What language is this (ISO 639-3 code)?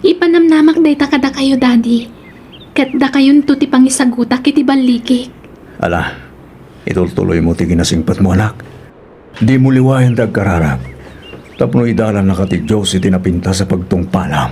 ilo